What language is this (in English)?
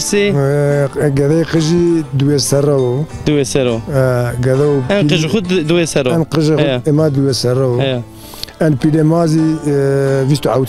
Zaza